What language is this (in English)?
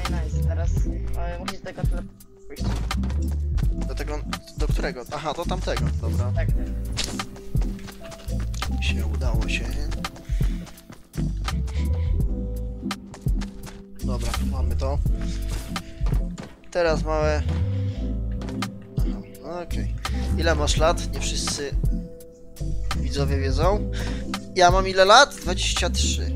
Polish